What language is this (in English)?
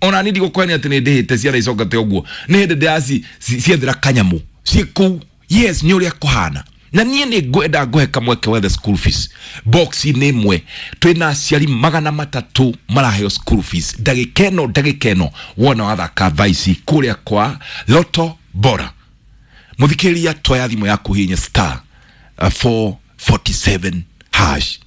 Kikuyu